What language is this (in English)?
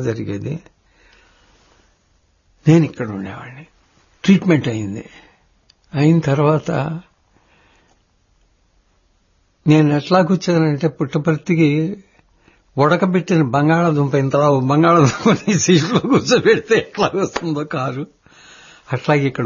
Telugu